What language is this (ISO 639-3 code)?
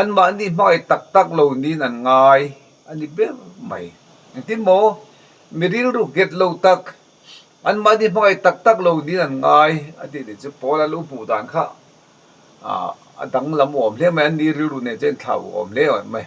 lus